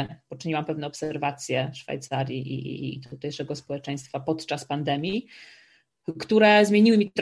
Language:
Polish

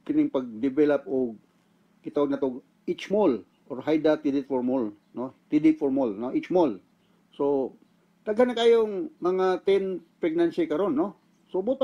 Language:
Cebuano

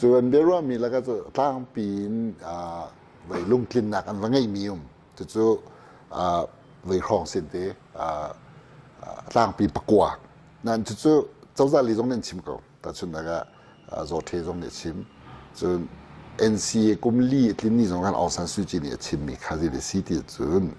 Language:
Hakha Chin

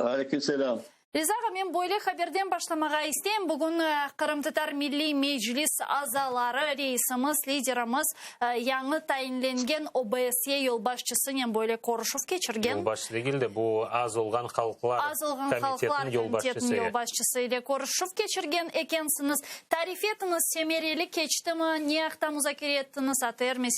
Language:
Crimean Tatar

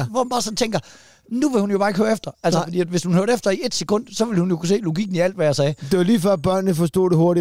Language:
Danish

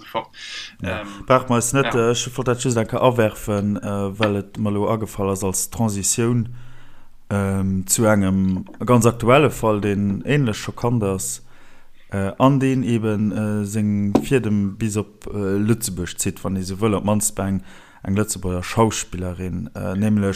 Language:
Luxembourgish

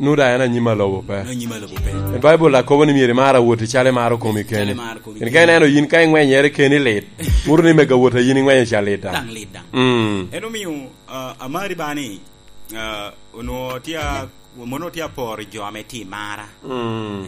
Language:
Lango (Uganda)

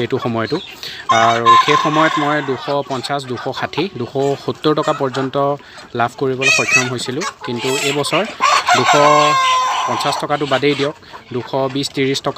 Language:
Assamese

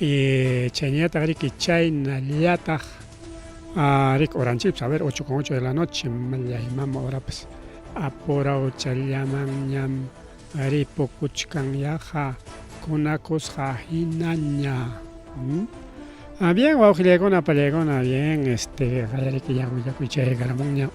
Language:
Ayacucho Quechua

